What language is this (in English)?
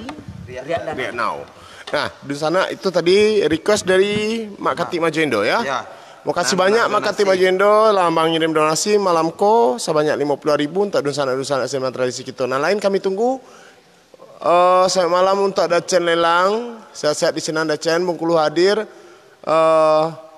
Minangkabau